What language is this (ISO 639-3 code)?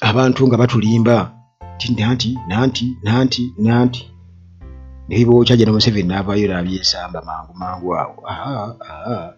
lug